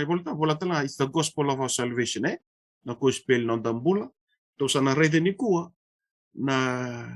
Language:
Fijian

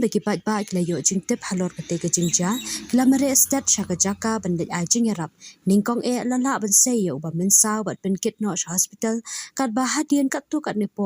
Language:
Khasi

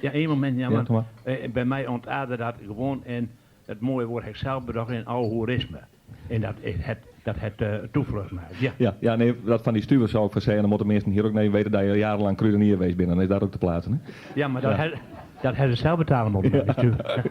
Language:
Western Frisian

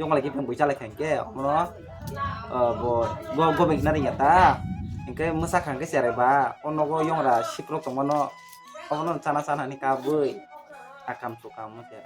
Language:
Kok Borok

